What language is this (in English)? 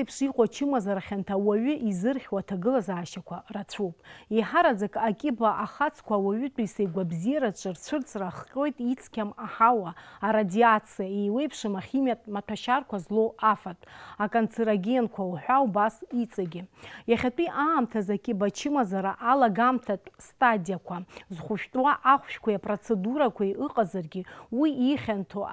Abkhazian